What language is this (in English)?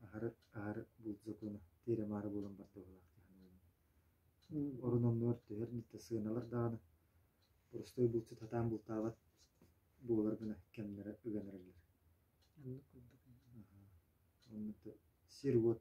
Yakut